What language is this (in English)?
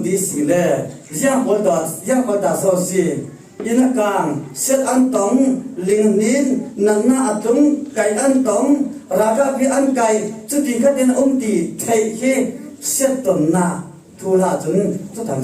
Falam Chin